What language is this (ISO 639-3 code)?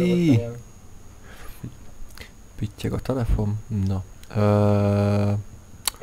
hun